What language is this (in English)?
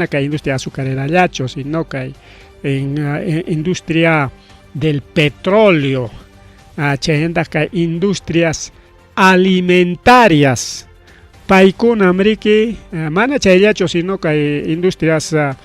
Ayacucho Quechua